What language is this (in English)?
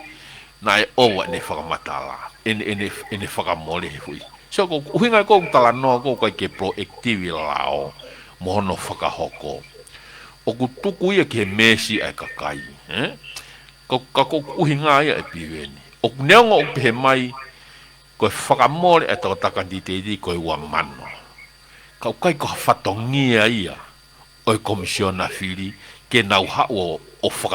Tongan